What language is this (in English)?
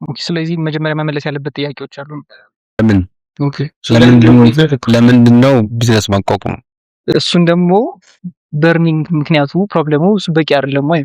Amharic